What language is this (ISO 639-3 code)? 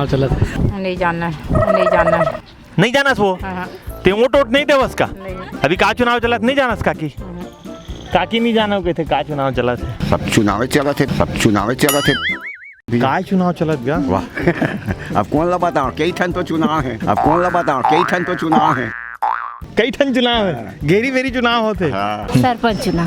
hne